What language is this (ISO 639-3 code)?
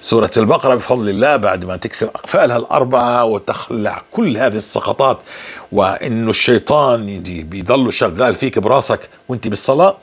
apc